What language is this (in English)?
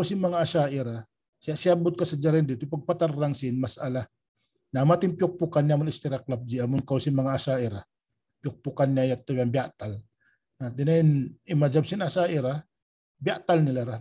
Tausug